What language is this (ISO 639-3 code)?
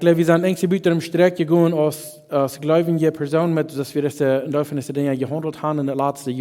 pdt